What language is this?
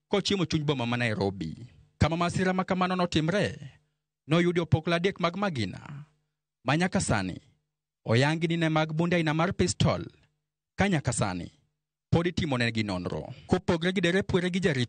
Luo (Kenya and Tanzania)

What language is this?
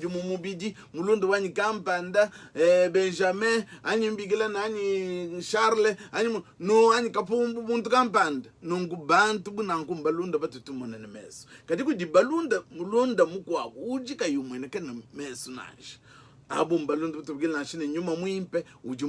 Luba-Lulua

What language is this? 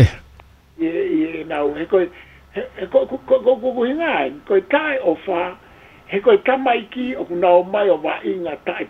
Tongan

